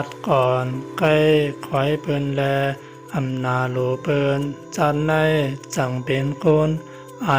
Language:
Shan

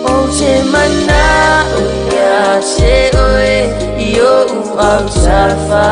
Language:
Samoan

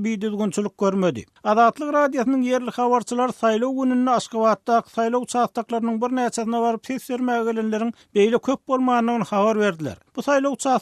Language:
Turkmen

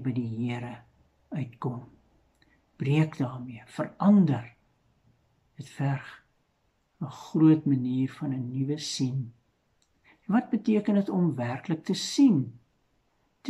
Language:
Afrikaans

